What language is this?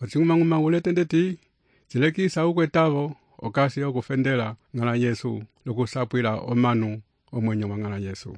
Umbundu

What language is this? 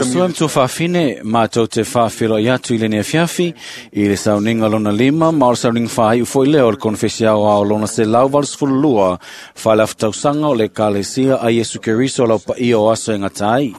Samoan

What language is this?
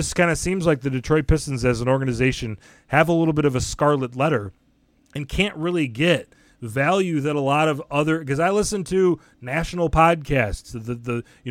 English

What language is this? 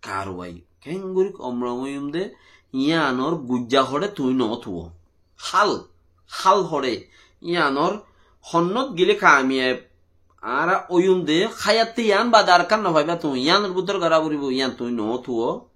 Rohingya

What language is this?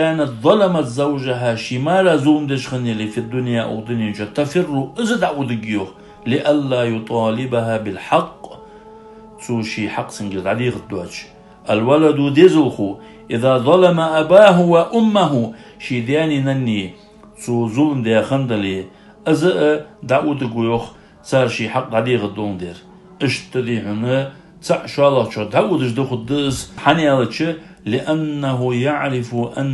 Ingush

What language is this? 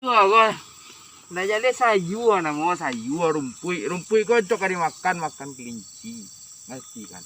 Minangkabau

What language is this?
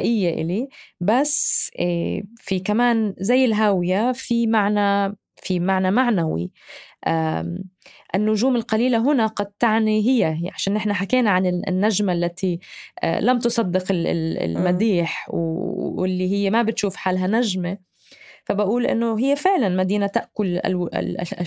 North Levantine Arabic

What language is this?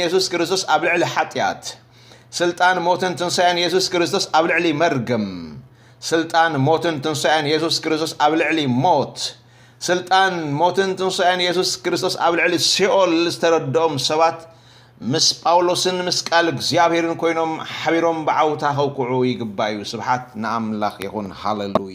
Tigrinya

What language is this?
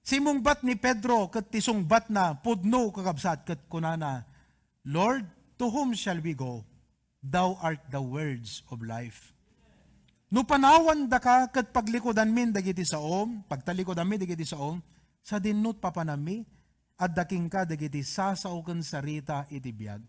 Iloko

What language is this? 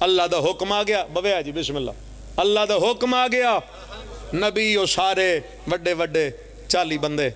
Pahari-Potwari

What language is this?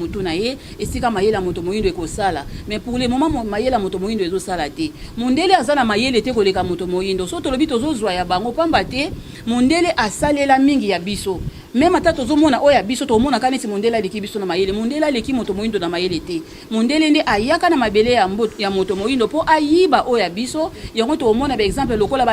Lingala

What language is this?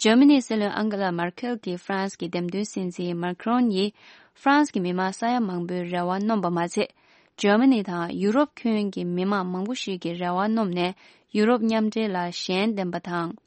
Tibetan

